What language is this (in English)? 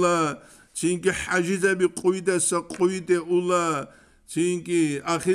Avaric